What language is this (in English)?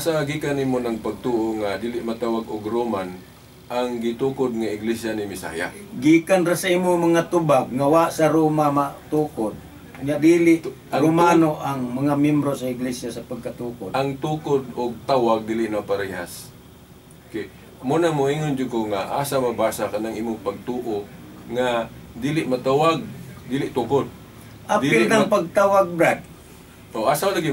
Cebuano